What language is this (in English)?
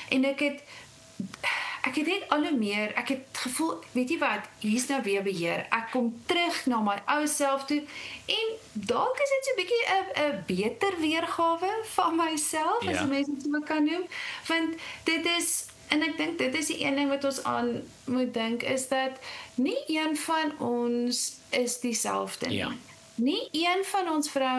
Afrikaans